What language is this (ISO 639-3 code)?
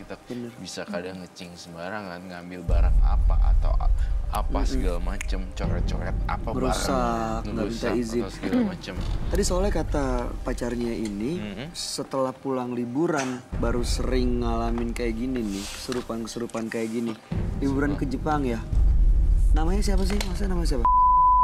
ind